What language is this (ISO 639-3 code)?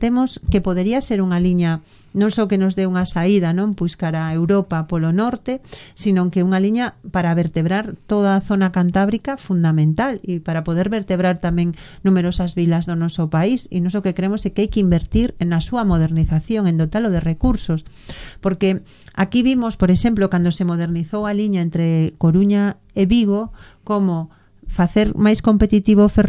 glg